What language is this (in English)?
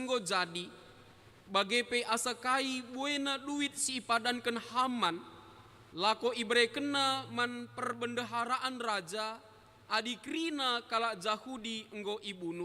Batak Karo